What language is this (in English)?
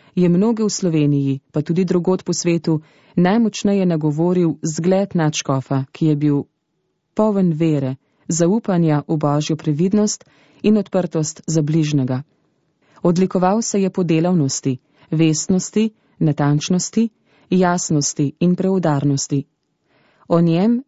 Slovenian